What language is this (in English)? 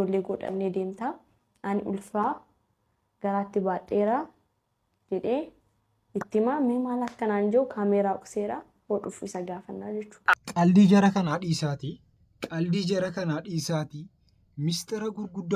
Oromo